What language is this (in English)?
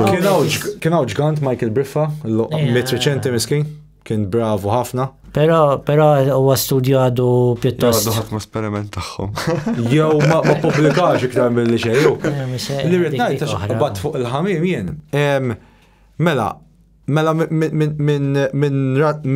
Maltese